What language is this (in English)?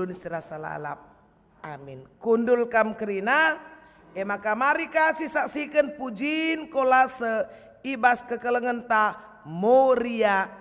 Batak Karo